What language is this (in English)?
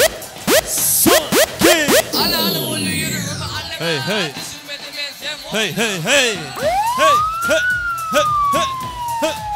Turkmen